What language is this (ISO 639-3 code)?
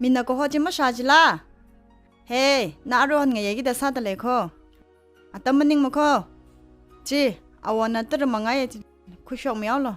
nmf